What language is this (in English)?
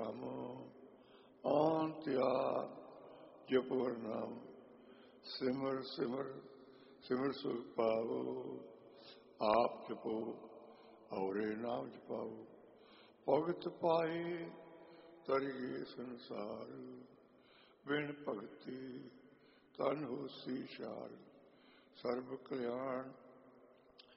Punjabi